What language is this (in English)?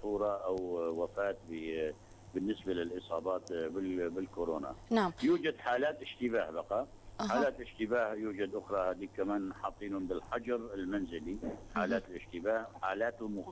North Levantine Arabic